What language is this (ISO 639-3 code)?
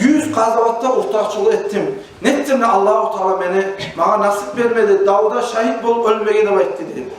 kum